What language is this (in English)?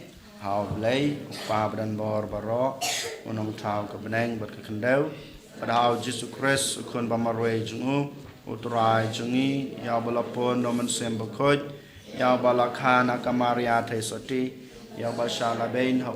Khasi